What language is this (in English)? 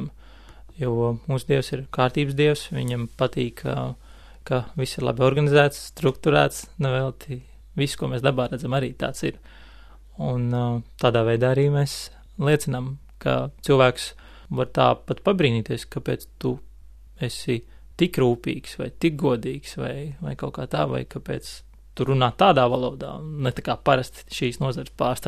Latvian